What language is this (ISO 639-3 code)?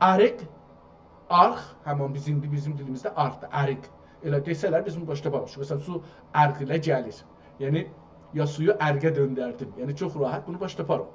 azb